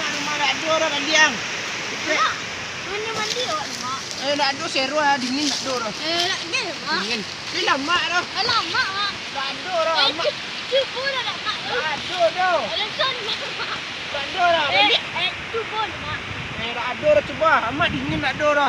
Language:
Minangkabau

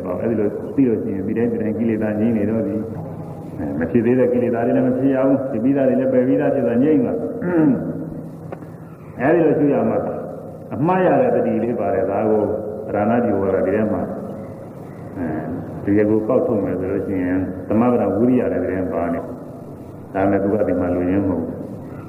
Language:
Burmese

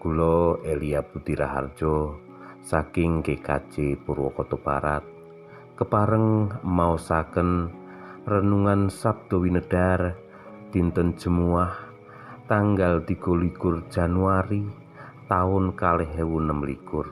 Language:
Javanese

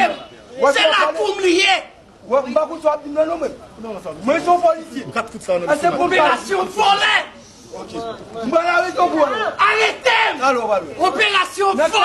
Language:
Haitian Creole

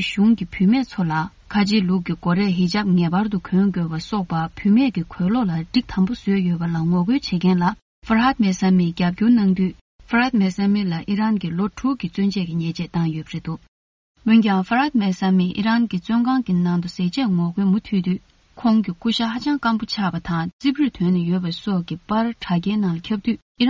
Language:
Tibetan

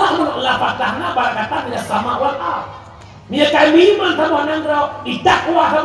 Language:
Achinese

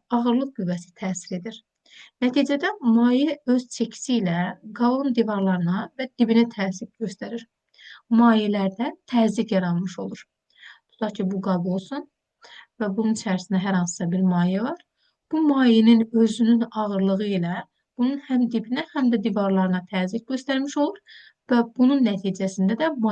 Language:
Azerbaijani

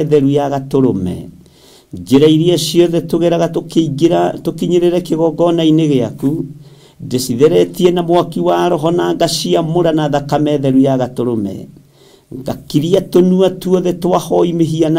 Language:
Kikuyu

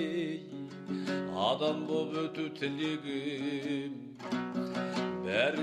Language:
Kazakh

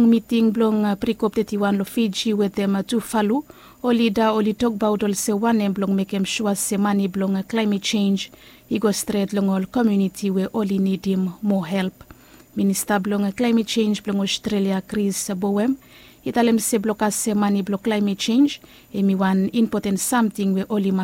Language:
Bislama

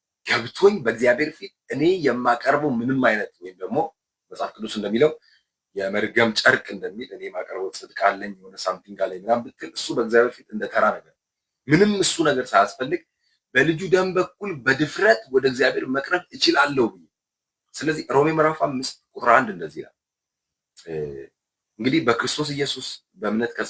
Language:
Amharic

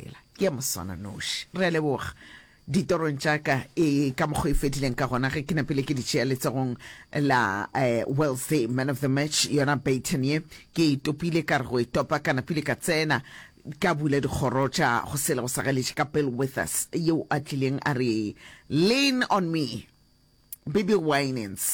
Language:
Northern Sotho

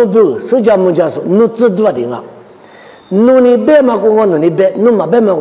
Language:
Lisu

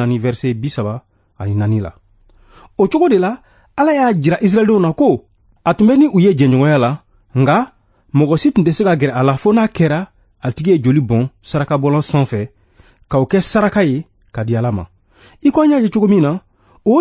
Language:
Bambara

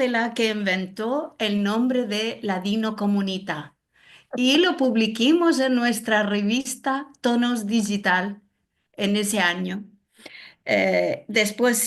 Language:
Ladino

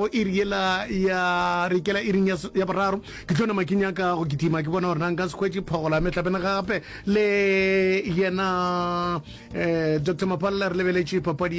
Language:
Northern Sotho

